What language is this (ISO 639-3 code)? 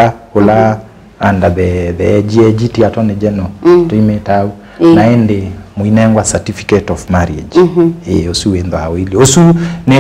kam